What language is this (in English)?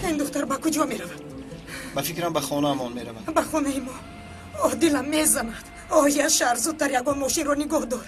Tajik